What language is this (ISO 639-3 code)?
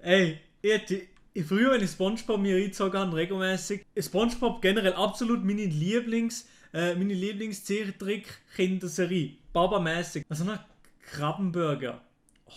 gsw